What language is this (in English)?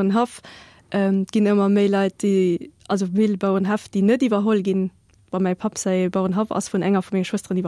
Luxembourgish